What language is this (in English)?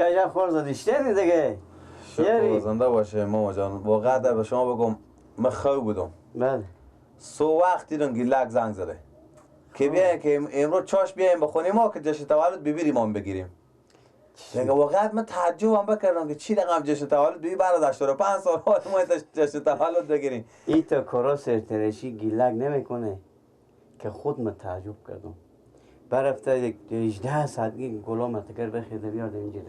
Persian